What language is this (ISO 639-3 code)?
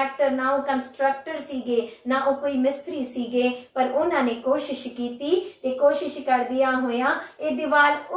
pan